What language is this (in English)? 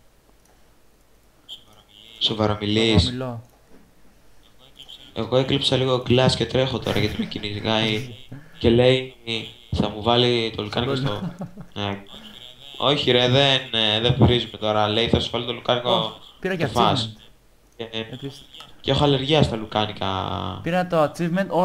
Greek